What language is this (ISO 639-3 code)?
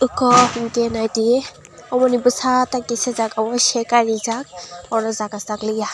trp